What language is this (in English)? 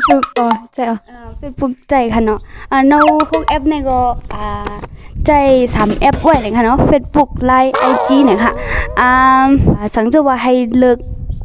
Shan